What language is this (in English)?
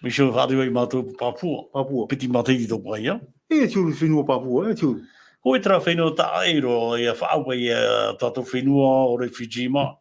Tahitian